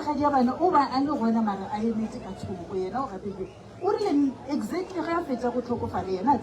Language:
Northern Sotho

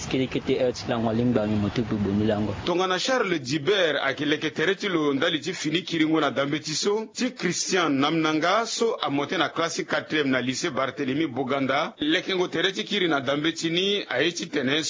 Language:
Sango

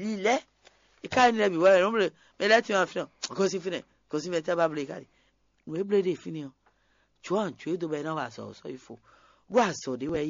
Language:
Fon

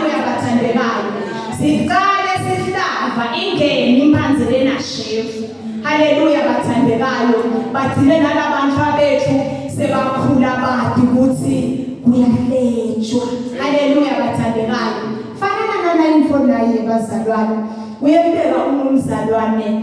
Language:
Zulu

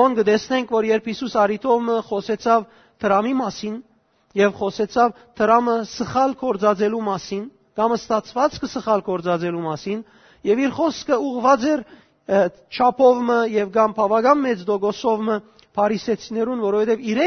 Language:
Western Armenian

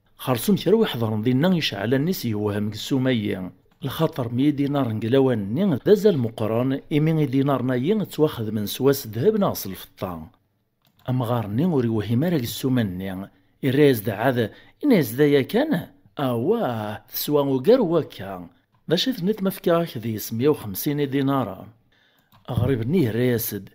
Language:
Kabyle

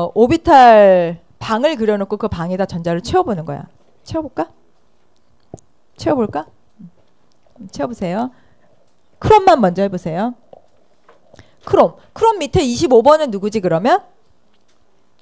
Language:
Korean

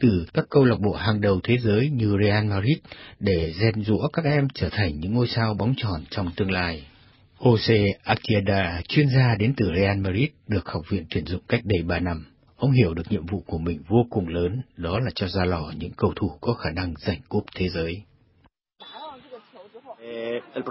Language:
Vietnamese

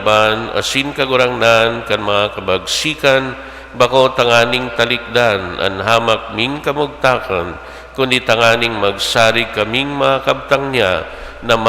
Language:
Bikol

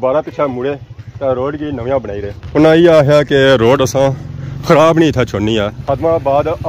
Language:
Pahari-Potwari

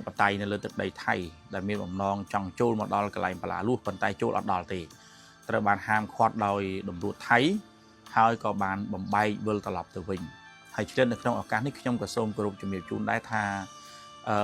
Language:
Khmer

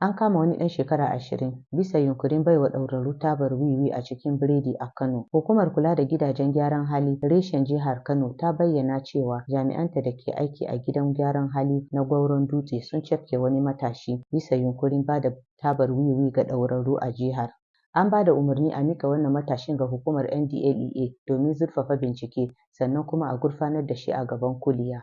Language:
Hausa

